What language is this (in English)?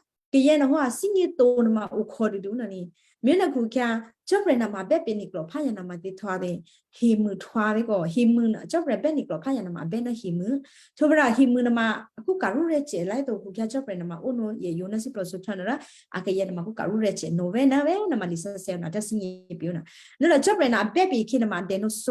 Western Kayah